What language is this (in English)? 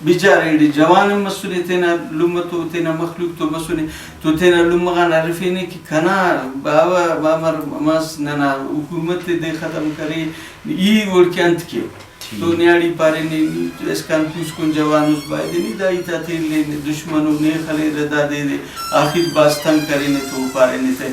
Brahui